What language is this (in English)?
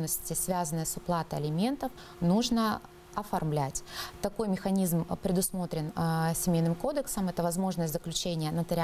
Russian